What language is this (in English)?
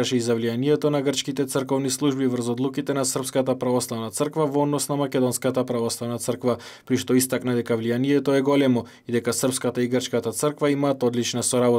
Macedonian